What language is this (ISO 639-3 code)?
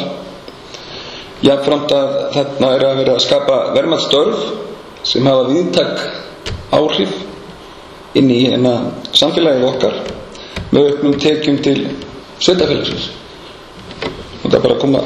isl